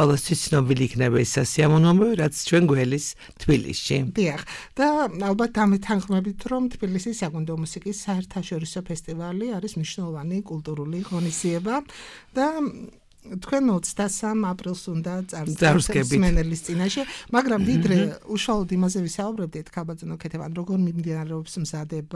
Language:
Georgian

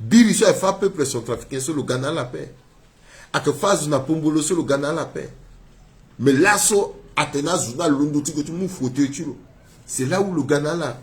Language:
Sango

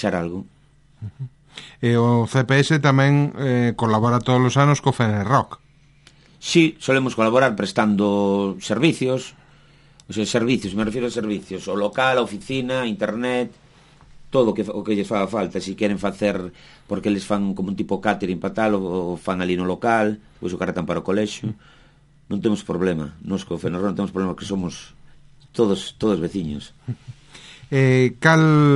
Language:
Galician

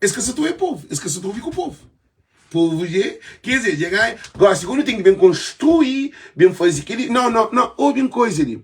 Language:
Kabuverdianu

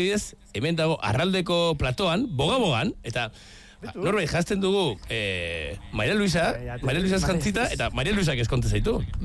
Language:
Basque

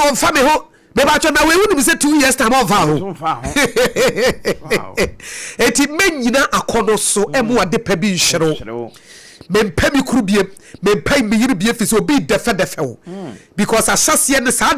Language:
Akan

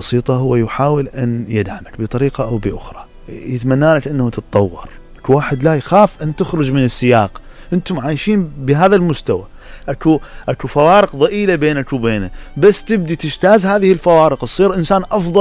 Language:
Mesopotamian Arabic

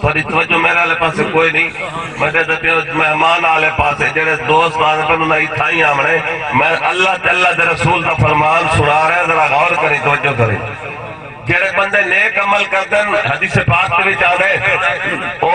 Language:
Saraiki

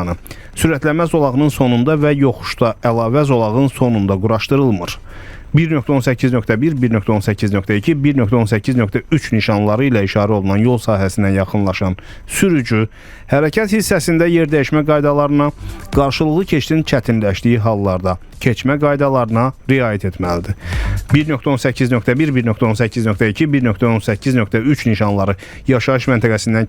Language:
Azerbaijani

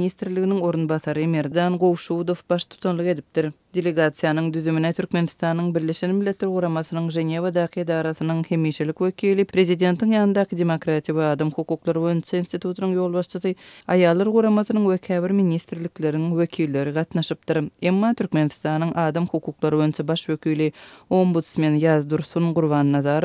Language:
Turkmen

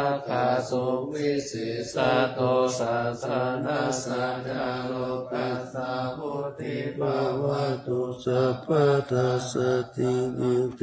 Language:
Pali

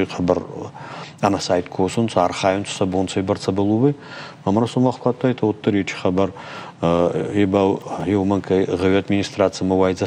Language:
Ossetic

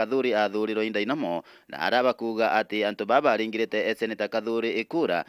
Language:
Meru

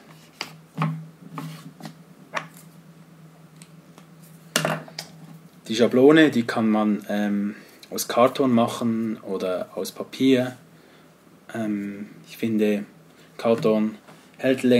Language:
German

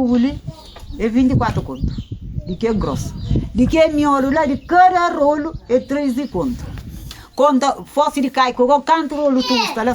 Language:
Kabuverdianu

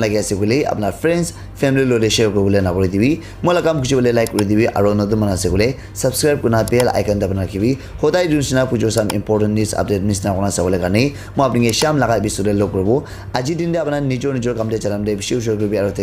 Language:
Naga Pidgin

